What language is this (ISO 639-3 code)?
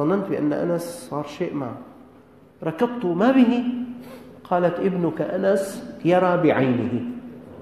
ara